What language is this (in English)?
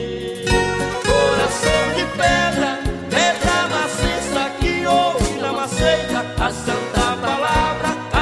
Portuguese